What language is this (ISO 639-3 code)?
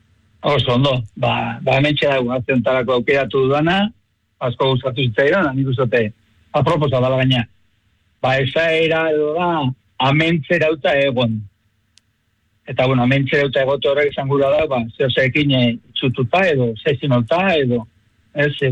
eus